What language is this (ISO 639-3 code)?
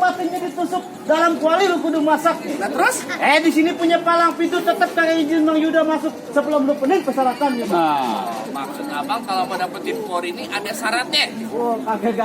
bew